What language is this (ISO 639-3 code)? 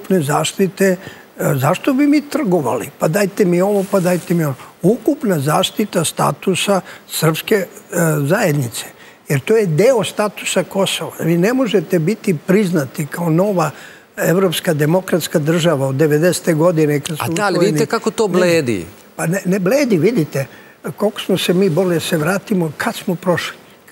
srp